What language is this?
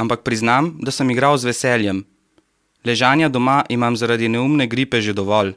Slovenian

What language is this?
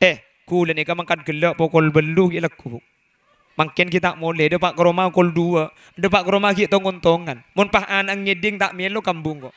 Madurese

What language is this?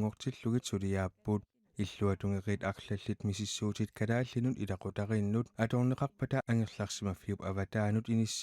Kalaallisut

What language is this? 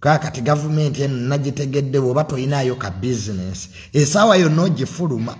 Ganda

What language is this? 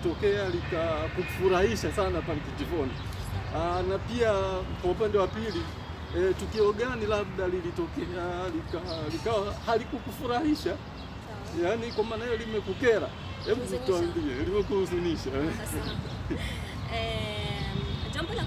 Swahili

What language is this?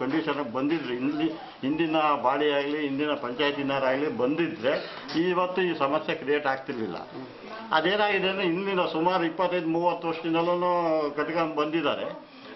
Kannada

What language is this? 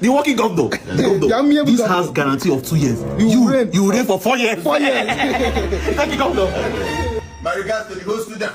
Nigerian Pidgin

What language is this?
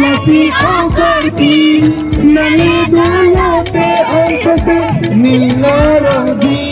Karbi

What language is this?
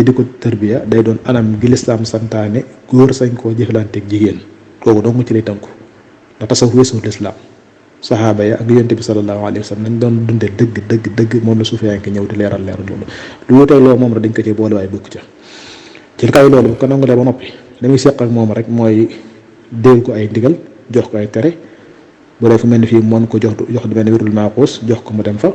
Wolof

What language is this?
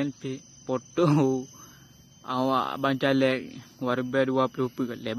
Achinese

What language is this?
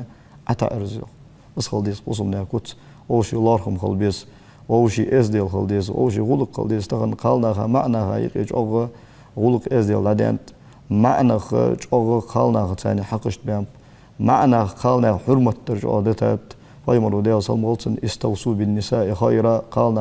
Ingush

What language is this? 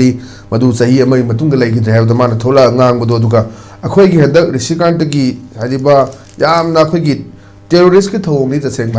Manipuri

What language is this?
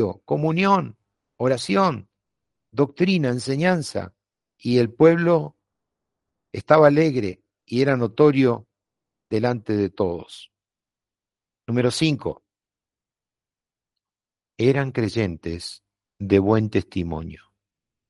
Spanish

